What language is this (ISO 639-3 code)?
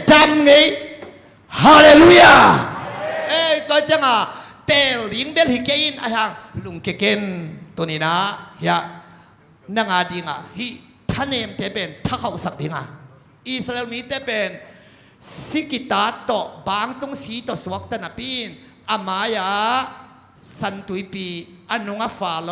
ctd